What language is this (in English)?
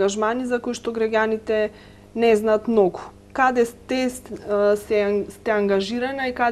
Macedonian